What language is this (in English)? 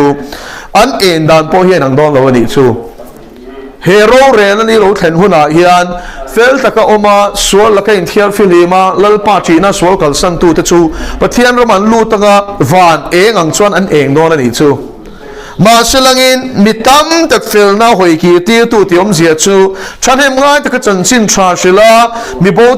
Mizo